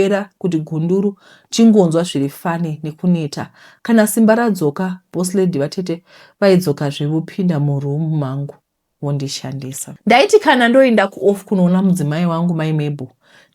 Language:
Shona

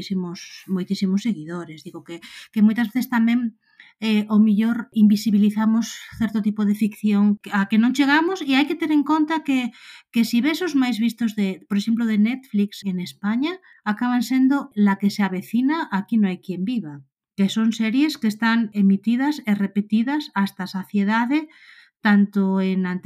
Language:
Galician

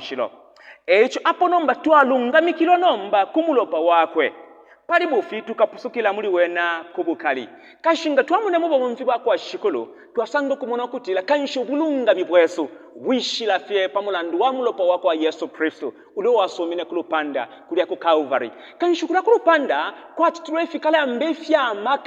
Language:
Bemba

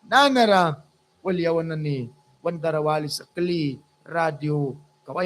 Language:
Mískito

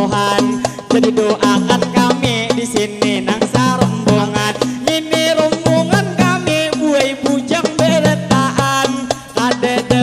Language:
Banjar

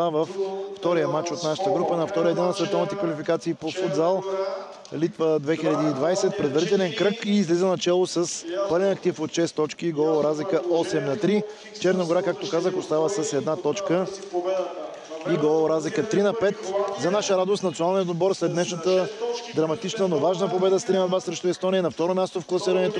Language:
Bulgarian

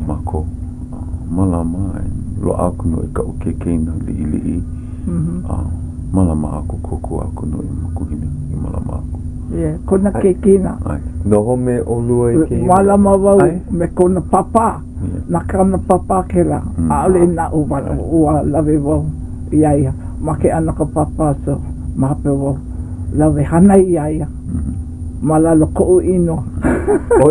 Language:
Hawaiian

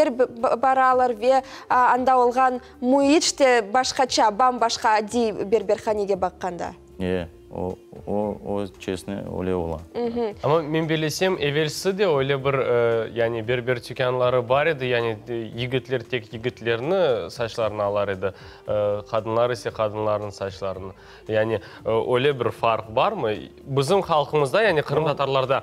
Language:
Crimean Tatar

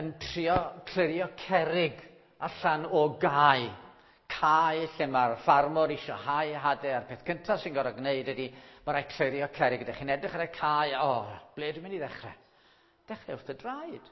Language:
Welsh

